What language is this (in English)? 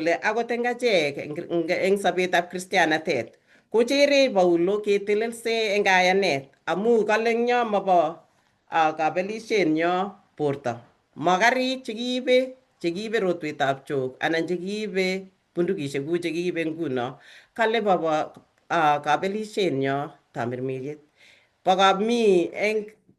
Kalenjin